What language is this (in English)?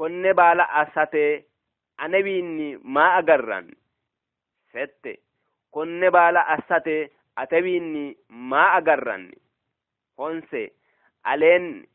Sidamo